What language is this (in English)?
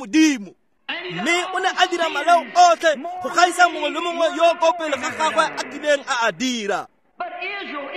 Tswana